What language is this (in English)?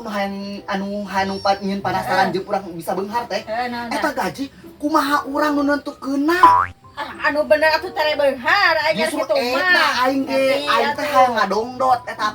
Sundanese